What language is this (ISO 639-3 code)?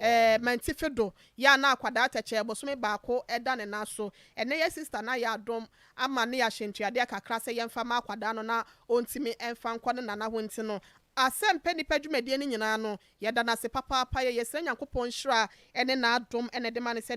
aka